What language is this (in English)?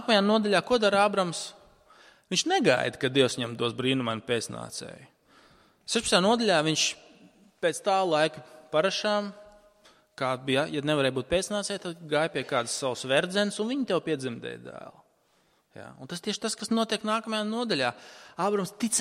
Latvian